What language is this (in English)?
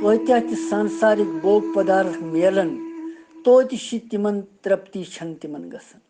Kashmiri